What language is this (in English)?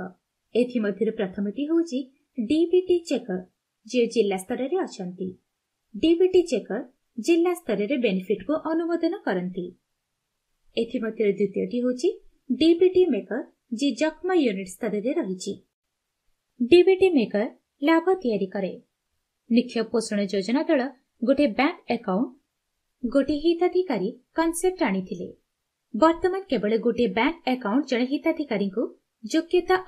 Odia